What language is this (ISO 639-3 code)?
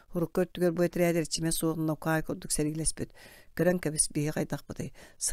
sah